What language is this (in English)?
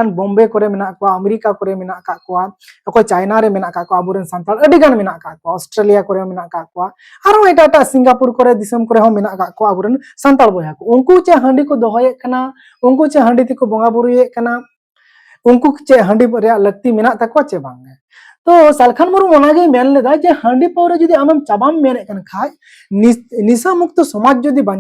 Santali